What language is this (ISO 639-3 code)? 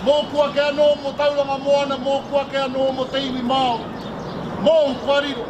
mri